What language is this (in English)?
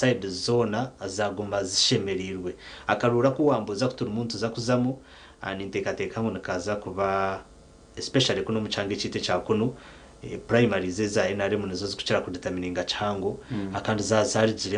Nyankole